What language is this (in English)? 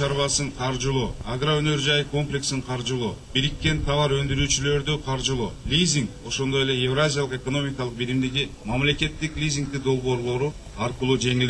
Kyrgyz